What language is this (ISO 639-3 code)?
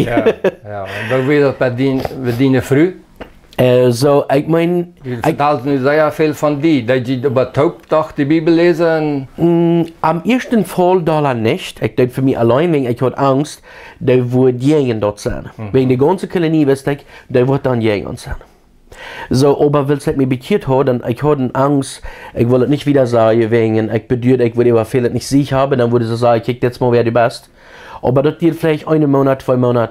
pdt